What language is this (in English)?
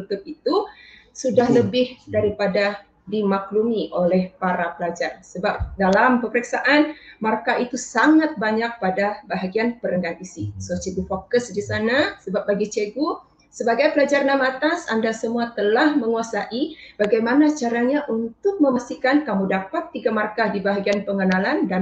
Malay